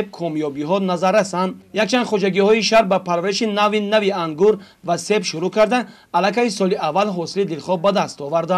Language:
Tajik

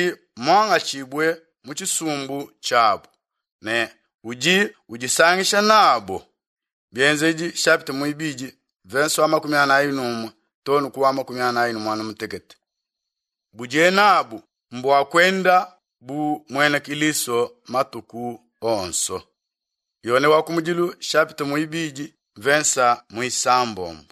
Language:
Luba-Lulua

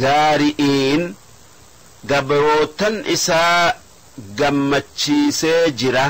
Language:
Oromo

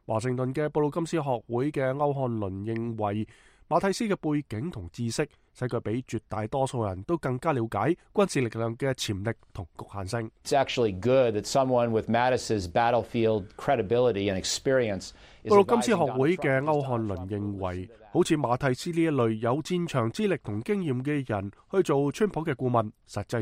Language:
Cantonese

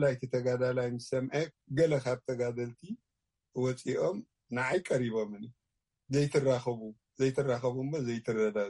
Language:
Tigrinya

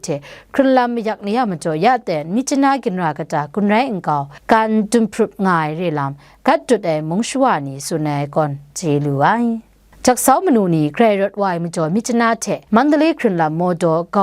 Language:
Kachin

